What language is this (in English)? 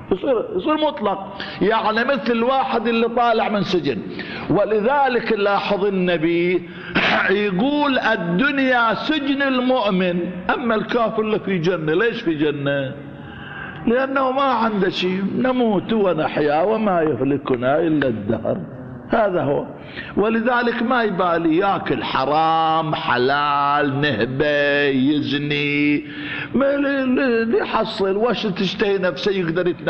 Arabic